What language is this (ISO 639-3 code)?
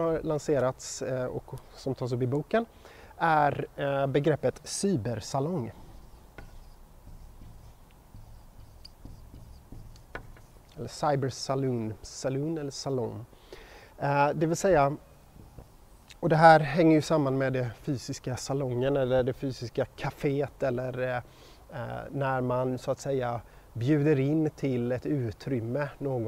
swe